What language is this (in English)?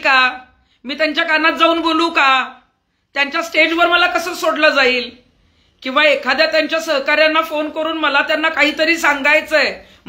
Marathi